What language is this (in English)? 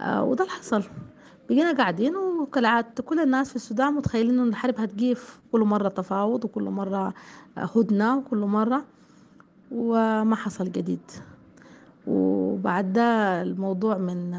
Sudanese Arabic